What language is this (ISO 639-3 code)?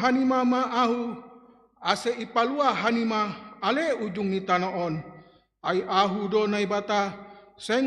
bts